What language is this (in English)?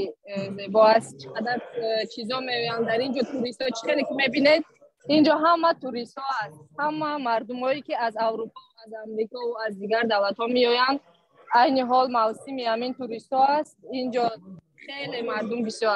Tajik